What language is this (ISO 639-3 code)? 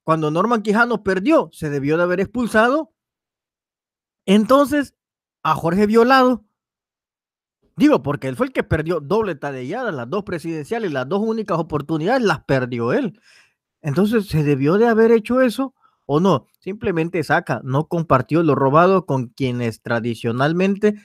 spa